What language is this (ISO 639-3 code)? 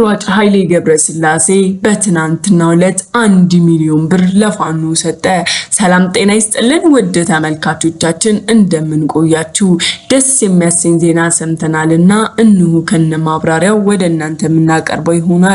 amh